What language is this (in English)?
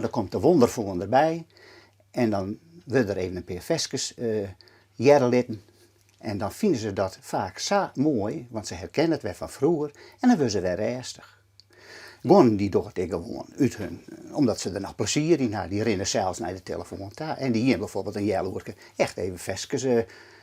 Western Frisian